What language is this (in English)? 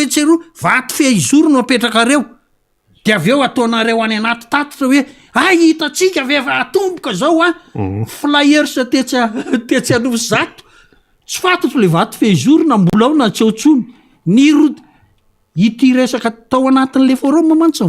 Malagasy